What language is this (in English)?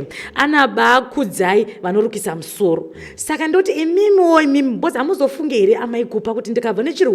Shona